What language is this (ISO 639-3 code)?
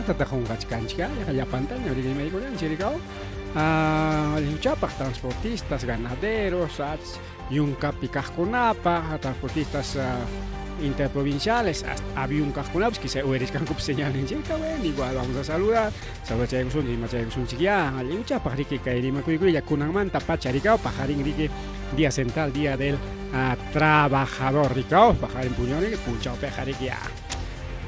quy